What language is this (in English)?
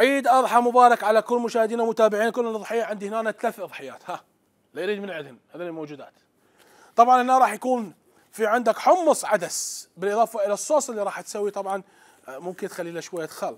Mesopotamian Arabic